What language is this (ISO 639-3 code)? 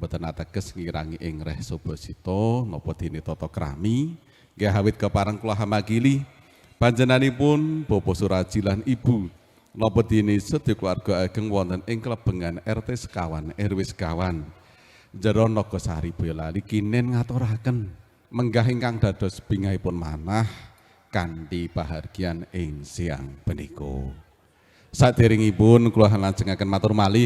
jav